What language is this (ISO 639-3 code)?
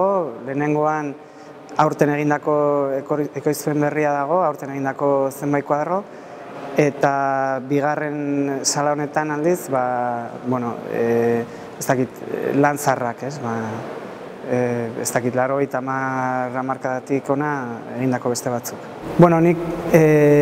eus